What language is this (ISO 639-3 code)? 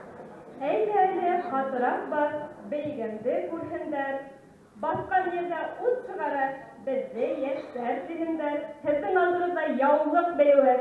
bak